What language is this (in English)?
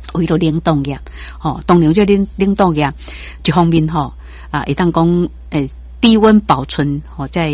Min Nan Chinese